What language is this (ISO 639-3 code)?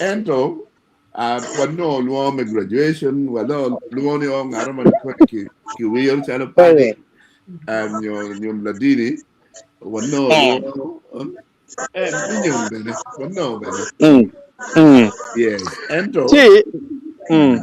ach